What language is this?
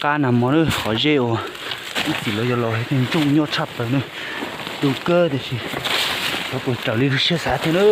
Hmong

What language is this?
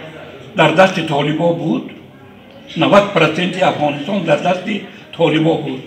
Tajik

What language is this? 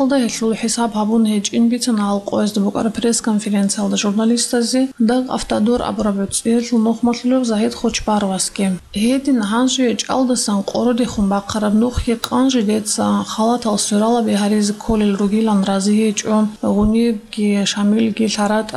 Avaric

